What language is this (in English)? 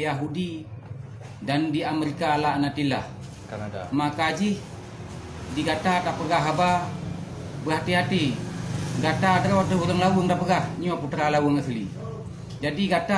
Achinese